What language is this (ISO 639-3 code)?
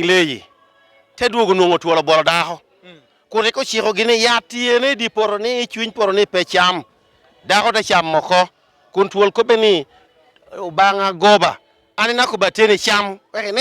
laj